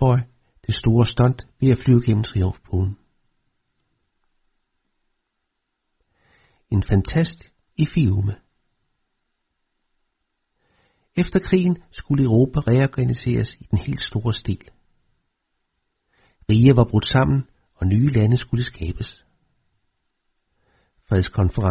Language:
Danish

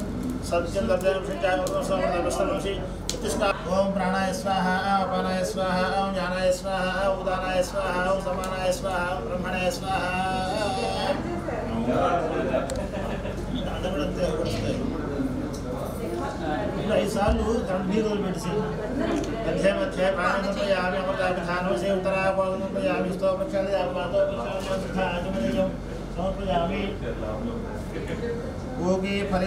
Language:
Telugu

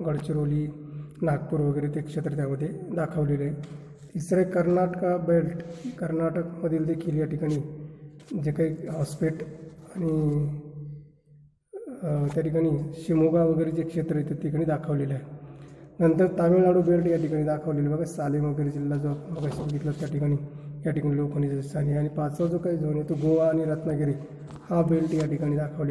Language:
Marathi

